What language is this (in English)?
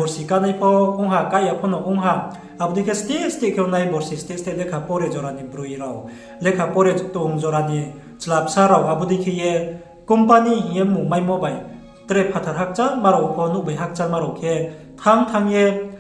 Riang (India)